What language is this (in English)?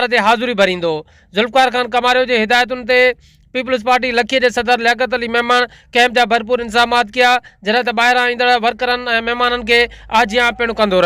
Sindhi